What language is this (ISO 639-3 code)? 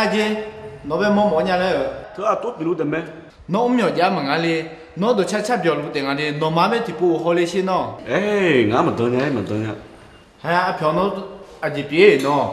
ahk